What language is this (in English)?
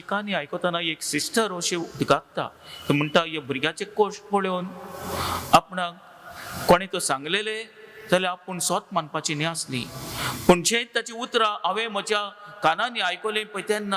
Konkani